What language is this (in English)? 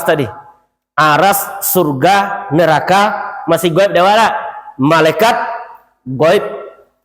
Minangkabau